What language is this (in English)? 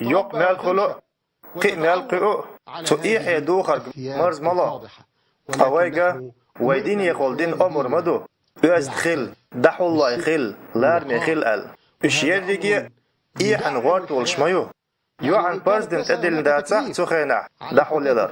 Chechen